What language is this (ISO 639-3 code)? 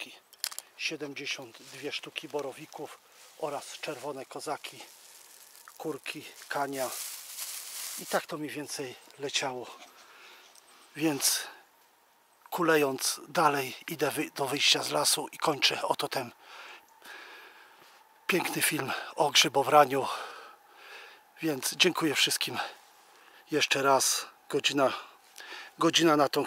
pol